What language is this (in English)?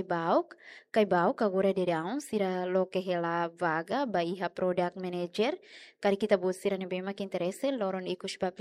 Tetum